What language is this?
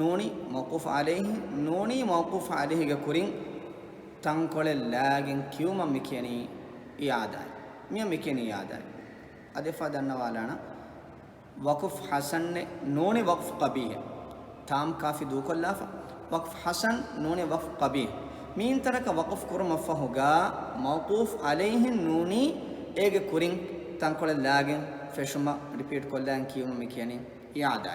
Divehi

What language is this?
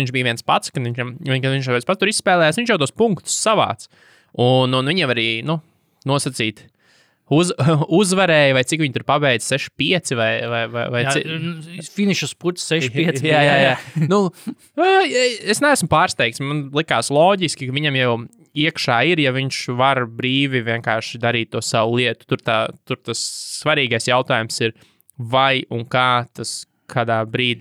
Latvian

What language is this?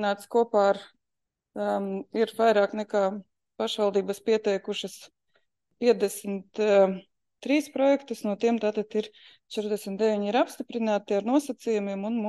Latvian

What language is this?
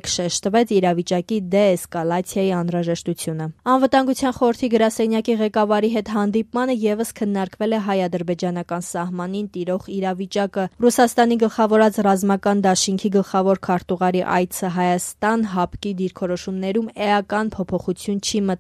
Armenian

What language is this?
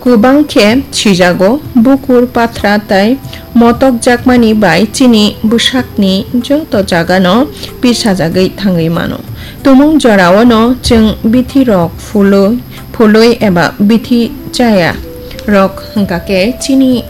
Kok Borok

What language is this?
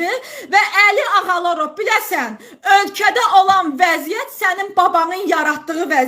Azerbaijani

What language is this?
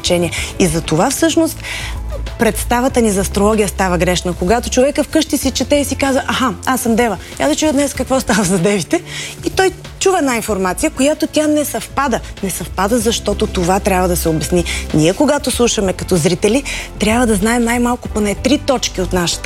Bulgarian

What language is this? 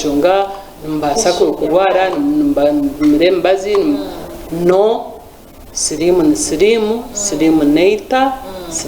Nyankole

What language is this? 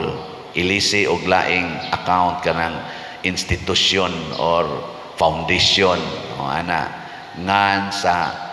Cebuano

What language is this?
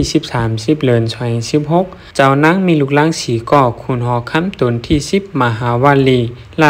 Shan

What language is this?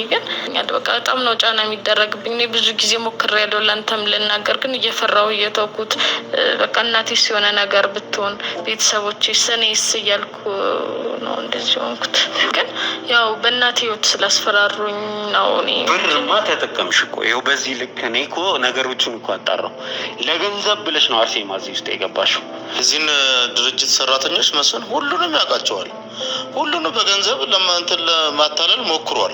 Amharic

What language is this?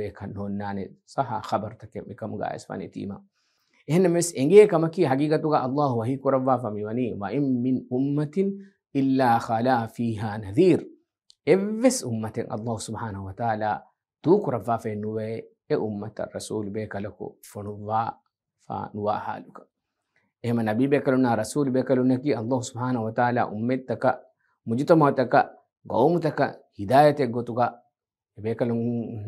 Divehi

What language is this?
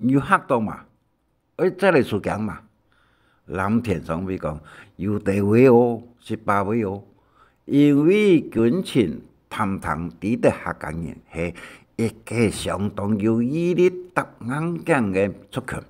Hakka Chinese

